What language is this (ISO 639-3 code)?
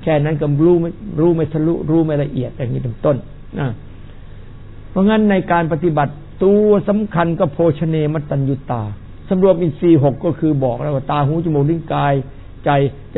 tha